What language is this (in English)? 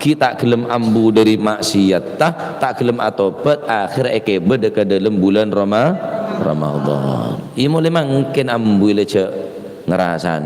Madurese